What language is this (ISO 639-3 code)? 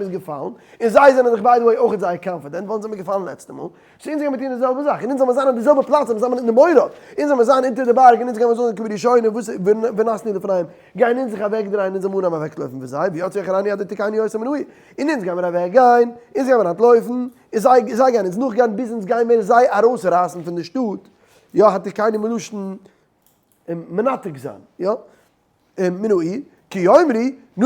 yid